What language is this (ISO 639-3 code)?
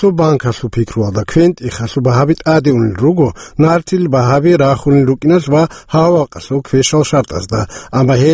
ava